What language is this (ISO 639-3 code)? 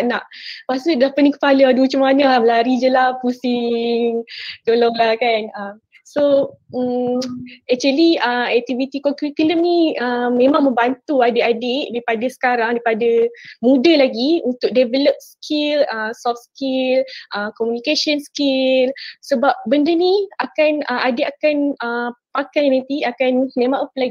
msa